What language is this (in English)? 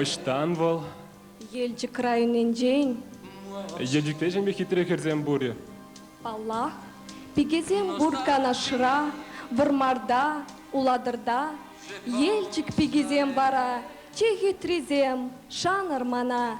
Chuvash